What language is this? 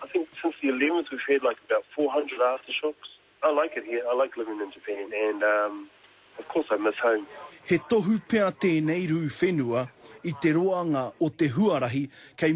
Māori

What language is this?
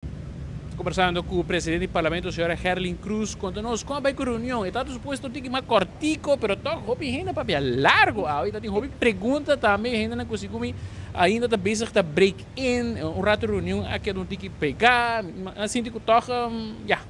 Papiamento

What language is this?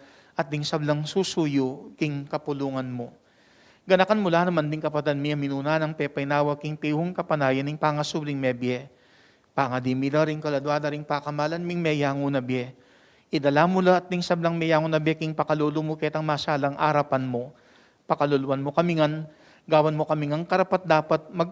Pampanga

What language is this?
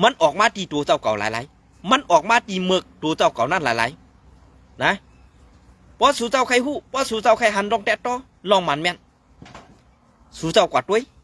Shan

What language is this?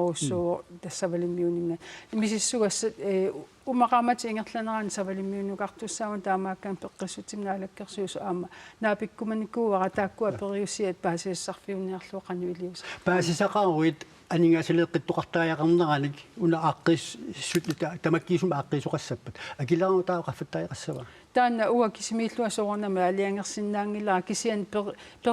Kalaallisut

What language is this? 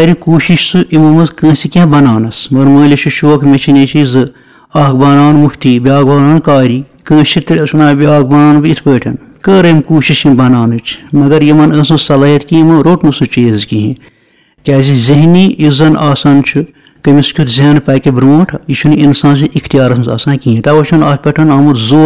Kashmiri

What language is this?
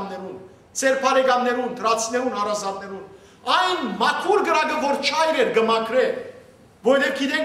Western Armenian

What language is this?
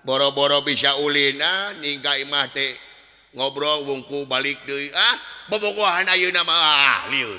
Sundanese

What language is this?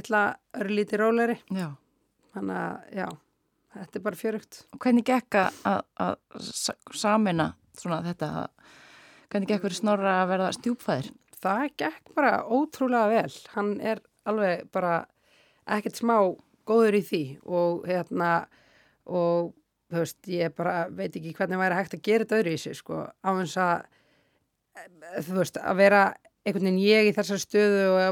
Icelandic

